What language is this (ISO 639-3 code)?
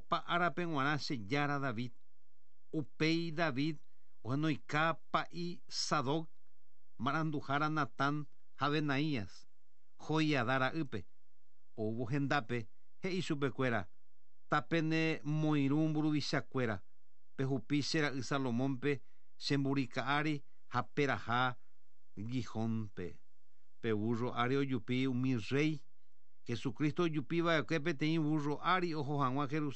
grn